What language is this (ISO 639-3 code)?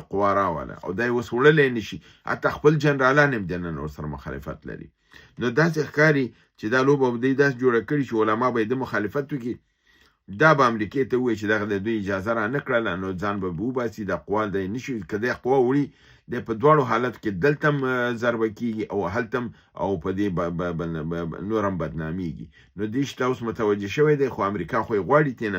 pus